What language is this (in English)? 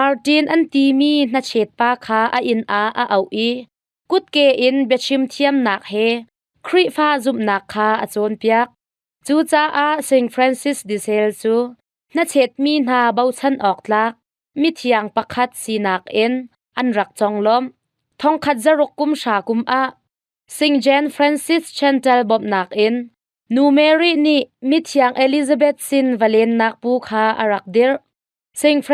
Hakha Chin